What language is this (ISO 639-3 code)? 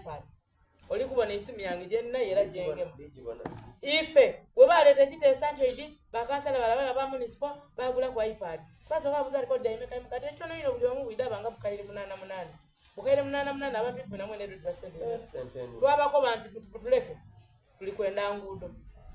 xog